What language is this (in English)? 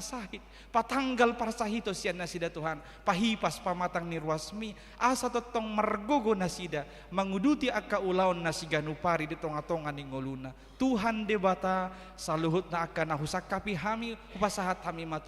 Batak Toba